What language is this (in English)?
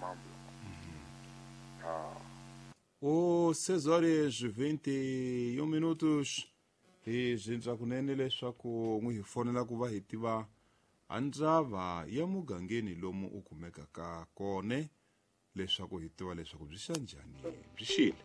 Tsonga